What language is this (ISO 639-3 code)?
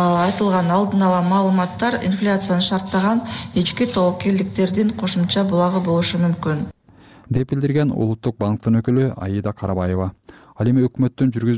kir